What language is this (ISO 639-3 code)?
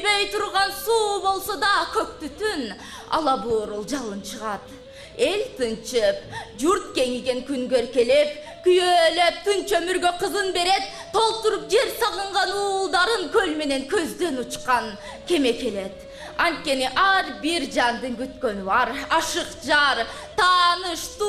kir